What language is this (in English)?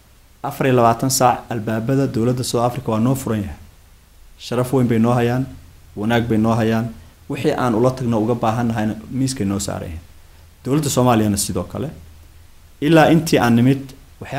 Somali